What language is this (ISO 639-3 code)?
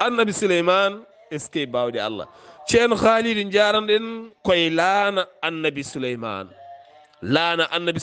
ful